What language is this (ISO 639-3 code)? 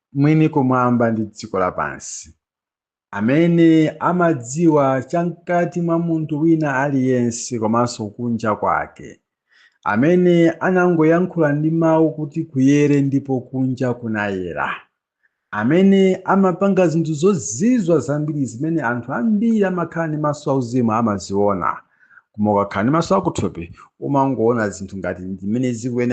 nya